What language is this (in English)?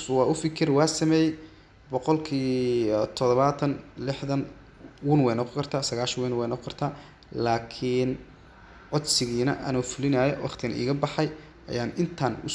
Somali